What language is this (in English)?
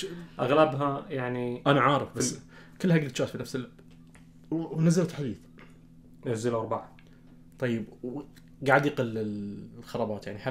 Najdi Arabic